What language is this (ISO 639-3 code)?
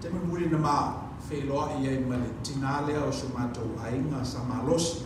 smo